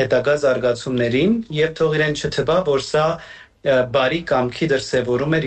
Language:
Armenian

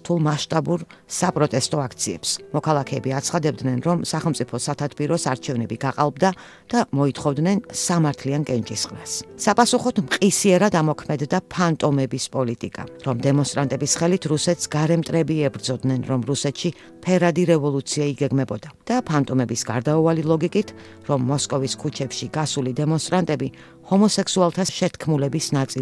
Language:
Georgian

